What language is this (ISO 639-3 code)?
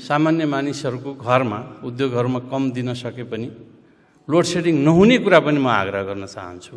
nep